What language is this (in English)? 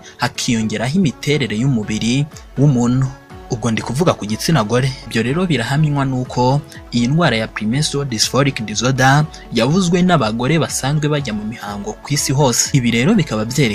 Kinyarwanda